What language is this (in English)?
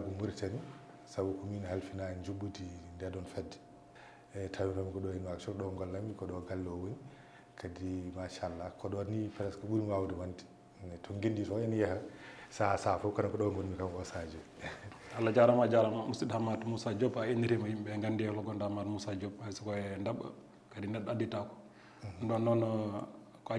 Fula